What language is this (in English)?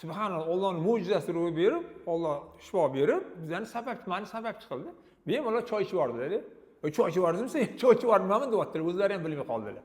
Uzbek